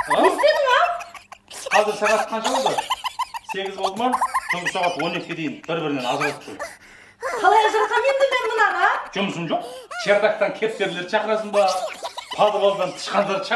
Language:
Kazakh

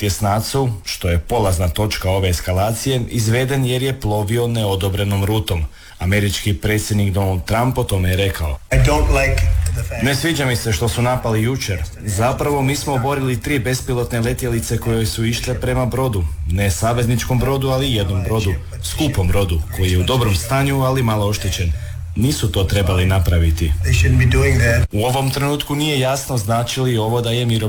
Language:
Croatian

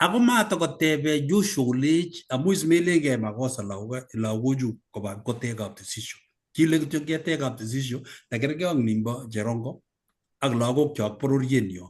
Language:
Kalenjin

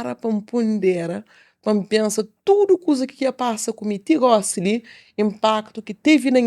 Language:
Kabuverdianu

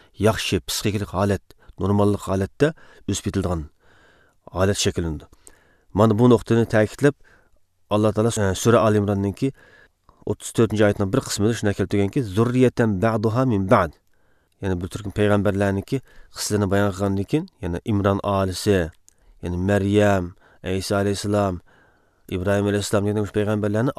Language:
Uyghur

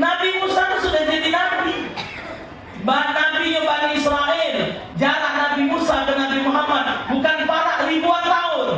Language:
Musi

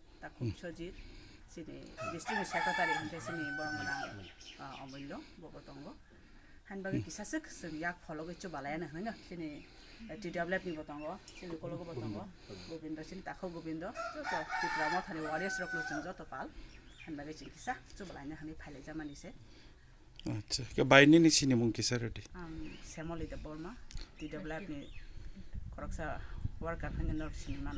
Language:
Kok Borok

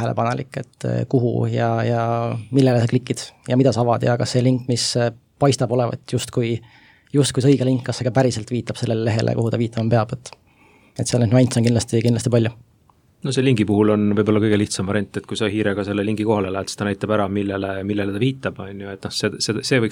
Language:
Estonian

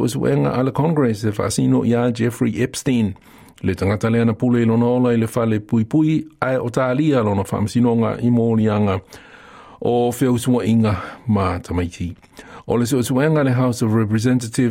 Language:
Samoan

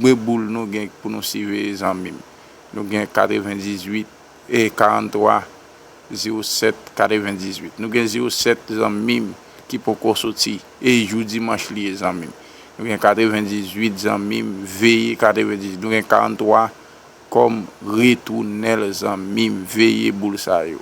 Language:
Haitian Creole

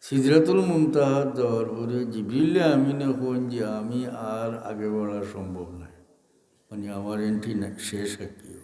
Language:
Sylheti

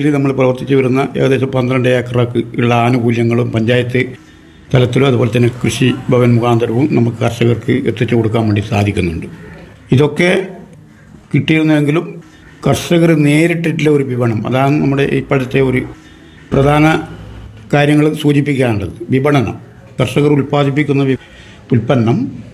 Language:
Malayalam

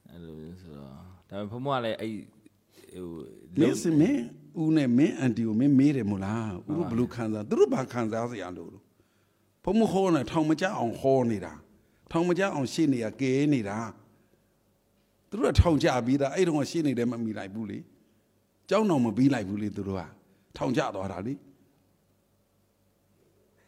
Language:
Burmese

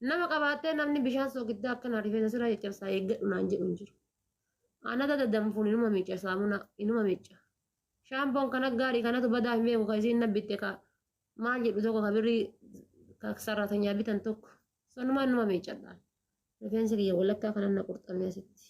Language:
Oromo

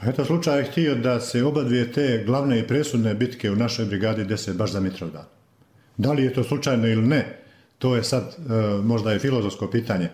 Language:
Bosnian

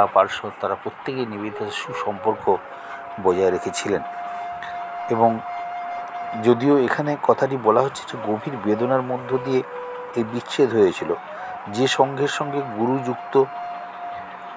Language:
Bangla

